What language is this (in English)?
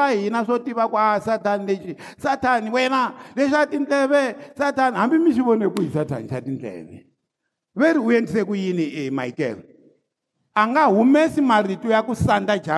Tsonga